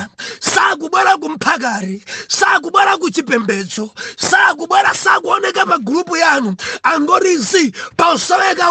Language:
Nyanja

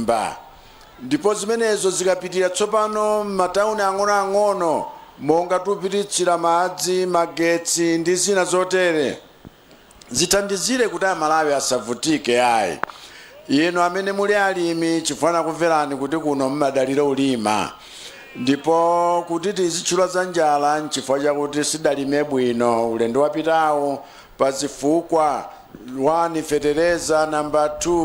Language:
Nyanja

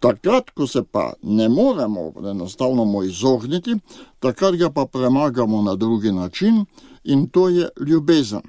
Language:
Slovenian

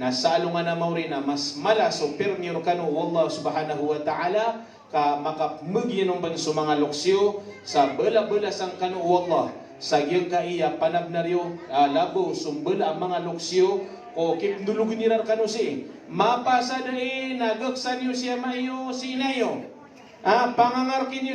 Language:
Maranao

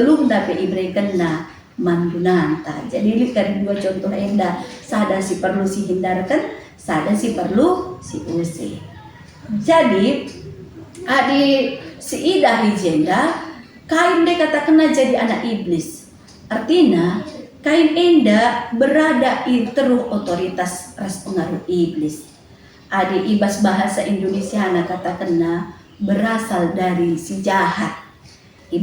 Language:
Batak Karo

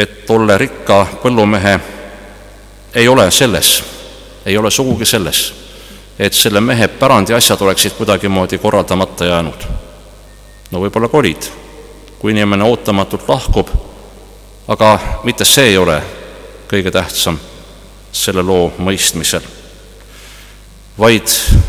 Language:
Estonian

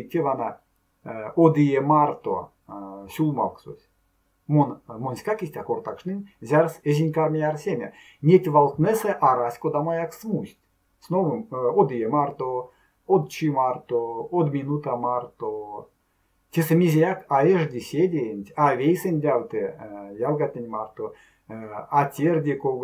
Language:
Erzya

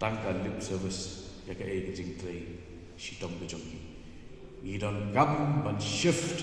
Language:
Khasi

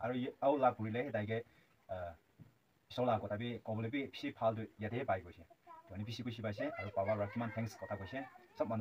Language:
Naga Pidgin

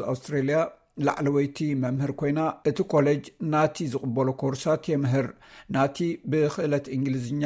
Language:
Tigrinya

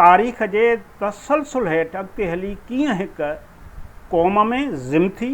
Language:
Sindhi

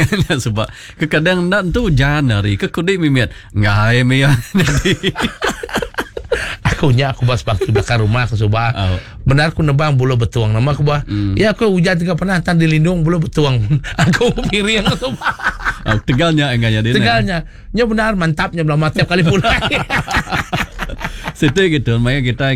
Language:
Iban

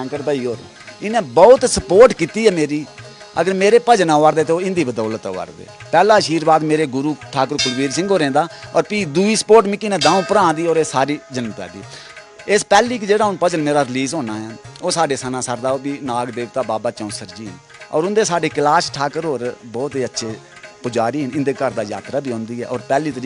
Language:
Dogri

